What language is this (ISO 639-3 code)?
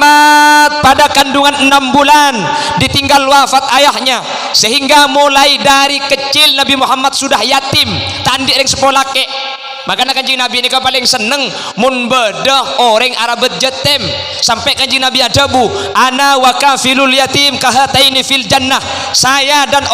mad